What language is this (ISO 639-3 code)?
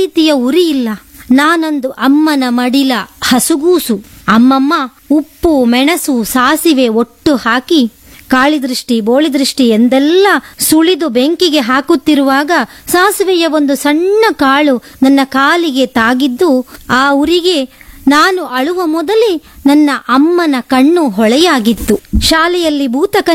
kan